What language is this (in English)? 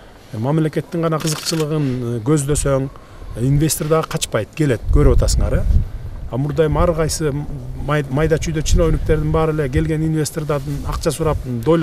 Kyrgyz